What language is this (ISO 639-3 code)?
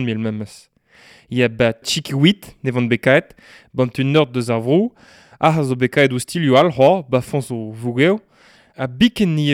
bre